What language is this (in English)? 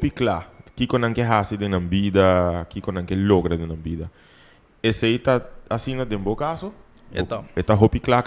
Papiamento